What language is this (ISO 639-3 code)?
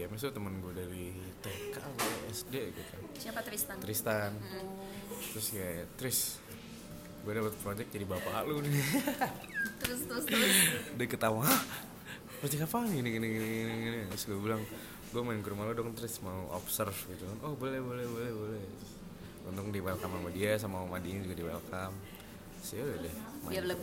ind